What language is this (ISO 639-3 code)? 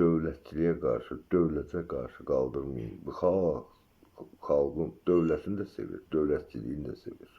aze